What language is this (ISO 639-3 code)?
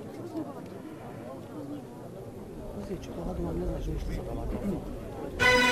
srp